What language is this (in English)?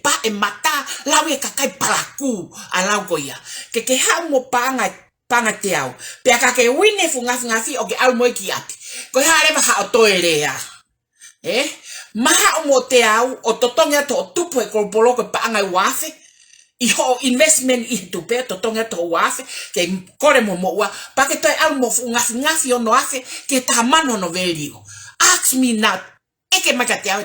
Tongan